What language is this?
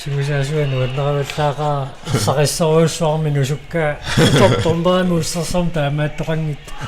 Kalaallisut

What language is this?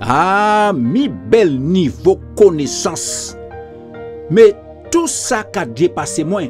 Guadeloupean Creole French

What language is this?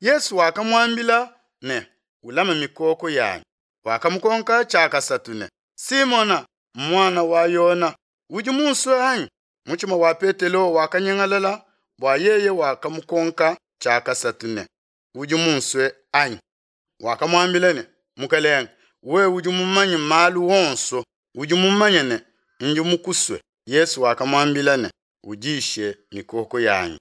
Luba-Lulua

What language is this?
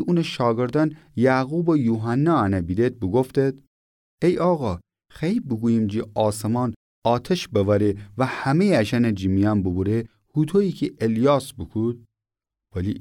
Gilaki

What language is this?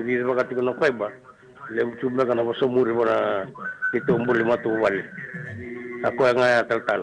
Fijian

